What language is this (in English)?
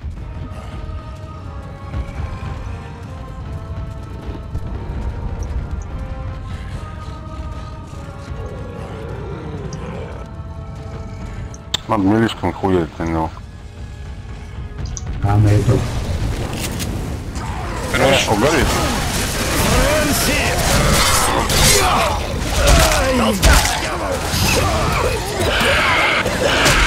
Russian